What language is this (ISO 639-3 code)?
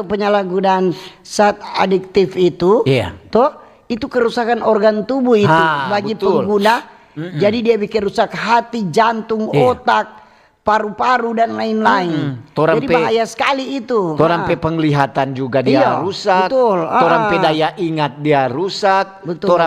xmm